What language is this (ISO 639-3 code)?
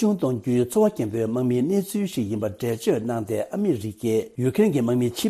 bod